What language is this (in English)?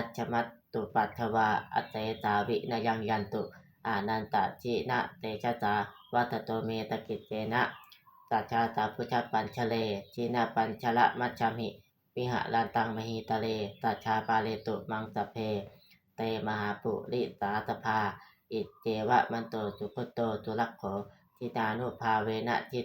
Pali